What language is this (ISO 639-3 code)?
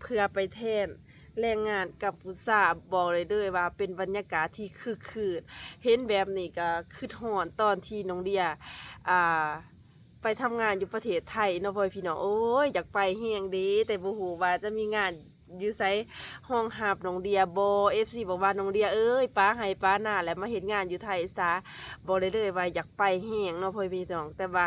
lao